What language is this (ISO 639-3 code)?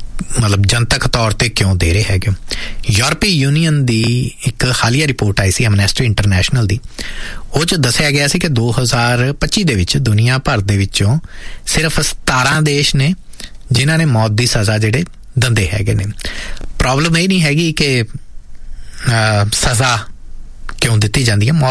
pan